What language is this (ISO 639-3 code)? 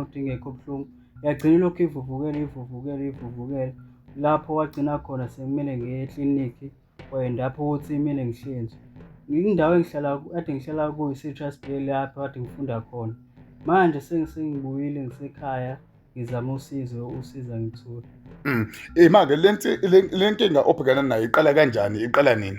zul